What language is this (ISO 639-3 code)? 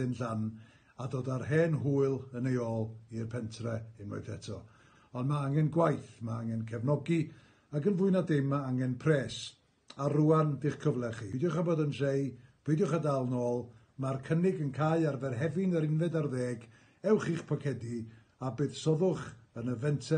cym